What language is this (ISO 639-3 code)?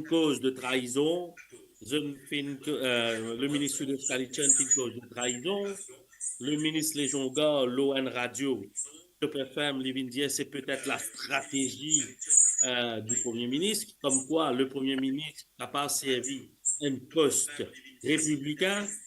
mfe